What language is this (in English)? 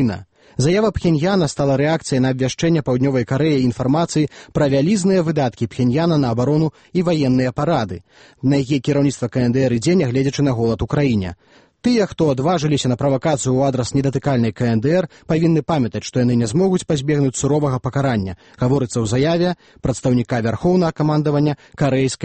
Belarusian